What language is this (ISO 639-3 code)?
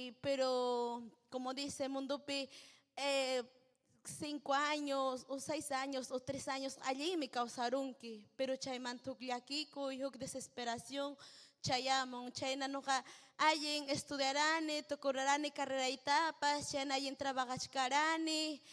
quy